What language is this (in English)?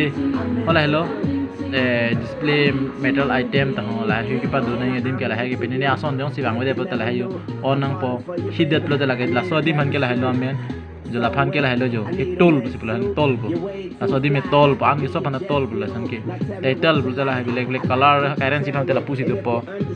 Karbi